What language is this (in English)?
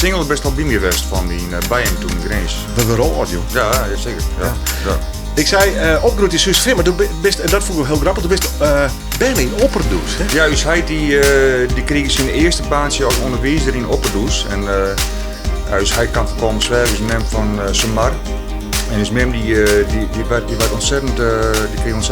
Western Frisian